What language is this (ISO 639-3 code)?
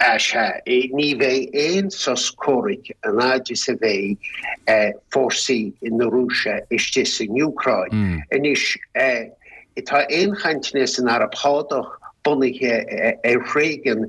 gle